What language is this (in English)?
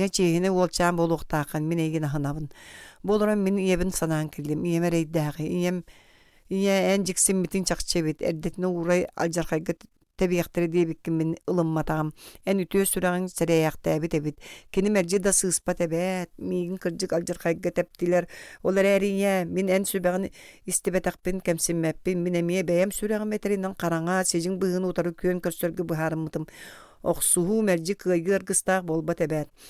Yakut